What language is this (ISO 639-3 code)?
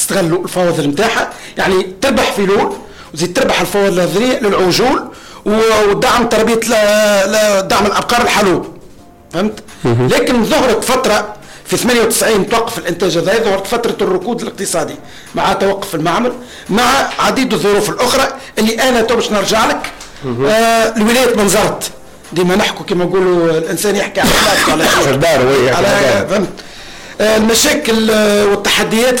aeb